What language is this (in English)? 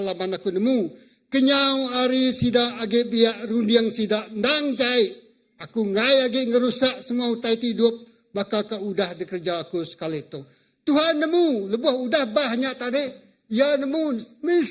Iban